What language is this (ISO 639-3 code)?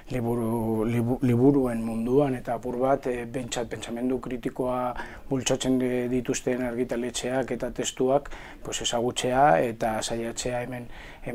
eus